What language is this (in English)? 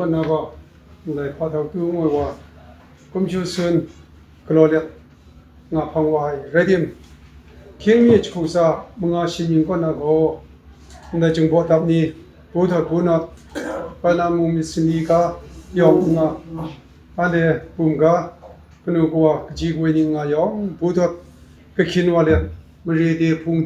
Kachin